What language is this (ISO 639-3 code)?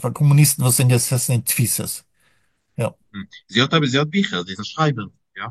yid